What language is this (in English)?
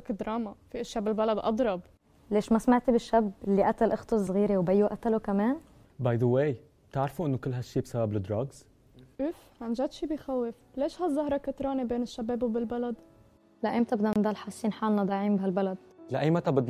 North Levantine Arabic